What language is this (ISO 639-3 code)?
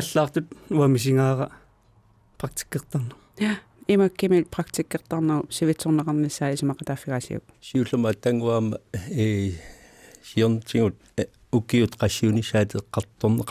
kal